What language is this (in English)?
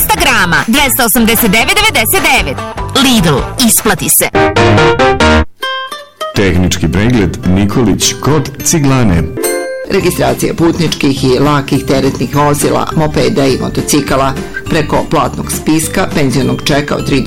Serbian